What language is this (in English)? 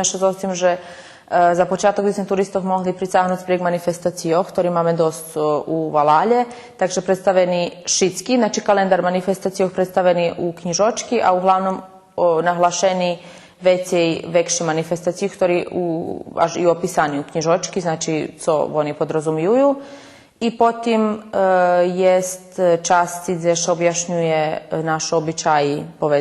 Rusyn